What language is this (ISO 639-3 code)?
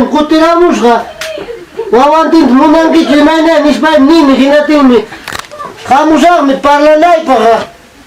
quy